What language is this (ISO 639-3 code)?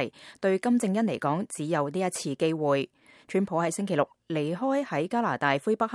yue